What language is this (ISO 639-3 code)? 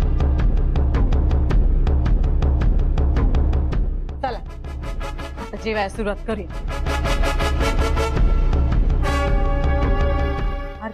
mar